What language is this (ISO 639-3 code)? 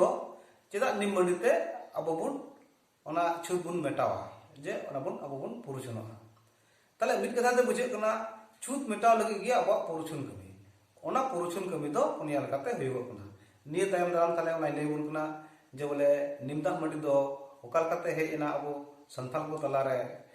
sat